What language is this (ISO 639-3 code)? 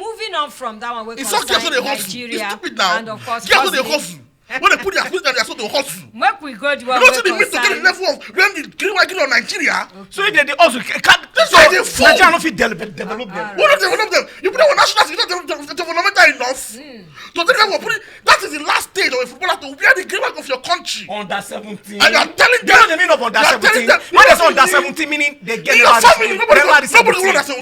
pcm